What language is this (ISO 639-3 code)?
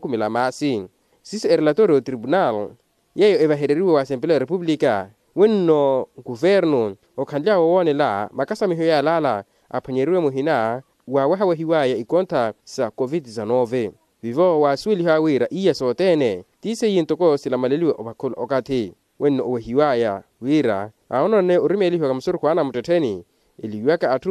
vmw